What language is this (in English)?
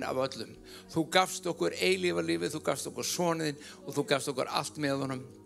Icelandic